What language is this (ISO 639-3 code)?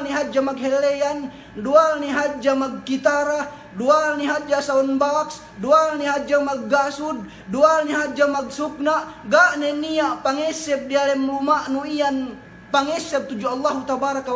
yka